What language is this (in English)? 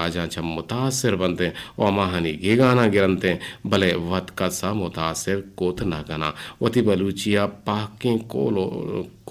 Eastern Balochi